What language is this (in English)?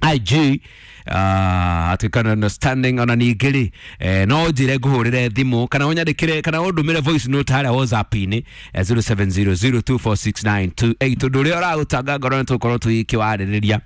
Kikuyu